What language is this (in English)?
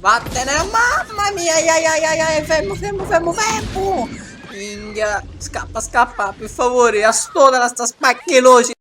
Sicilian